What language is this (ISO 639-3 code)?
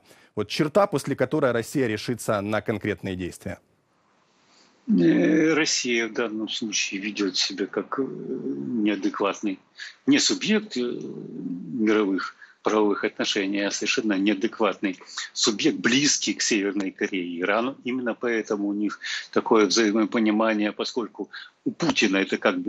rus